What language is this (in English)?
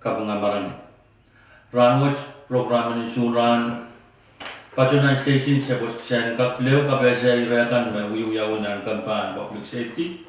Pohnpeian